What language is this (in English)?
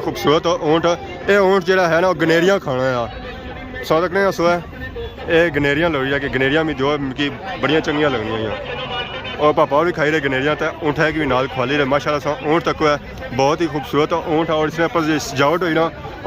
Pahari-Potwari